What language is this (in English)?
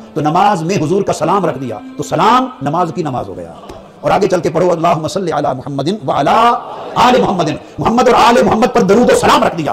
Urdu